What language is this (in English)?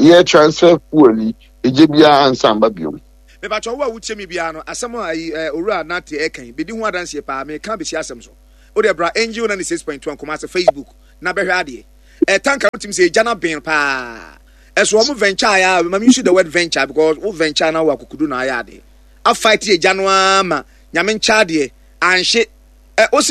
Akan